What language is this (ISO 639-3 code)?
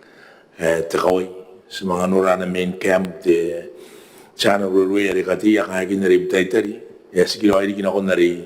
gil